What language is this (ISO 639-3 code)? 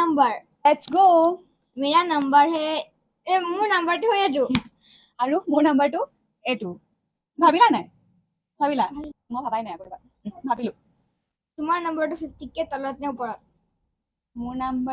asm